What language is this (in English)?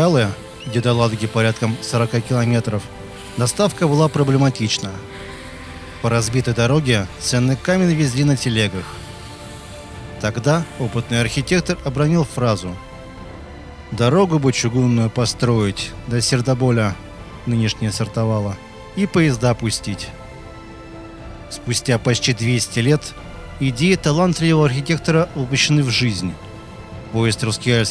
Russian